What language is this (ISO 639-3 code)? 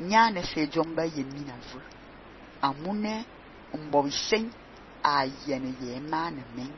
fan